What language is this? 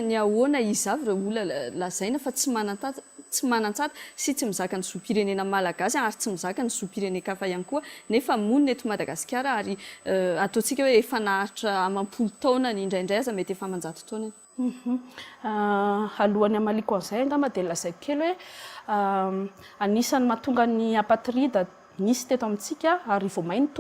Malagasy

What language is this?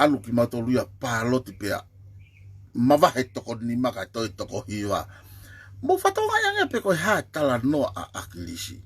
Tongan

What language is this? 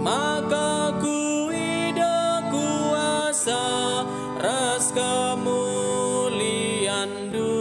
Batak Karo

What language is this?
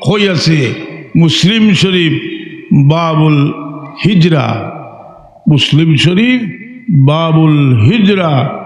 Sylheti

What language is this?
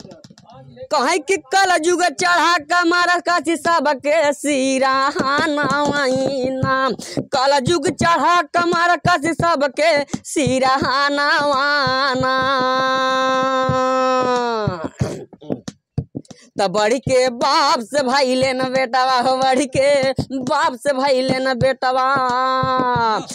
Bhojpuri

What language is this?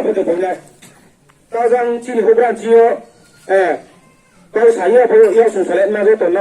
Riang (India)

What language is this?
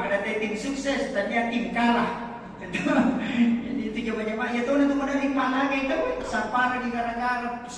Buginese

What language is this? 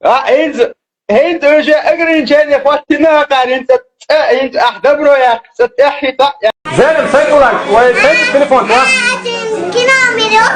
Chechen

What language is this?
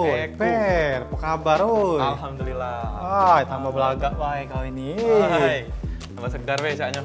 Musi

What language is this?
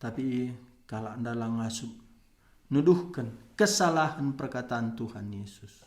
Batak Karo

